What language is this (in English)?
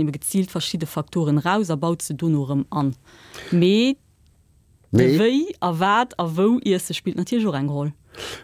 Luxembourgish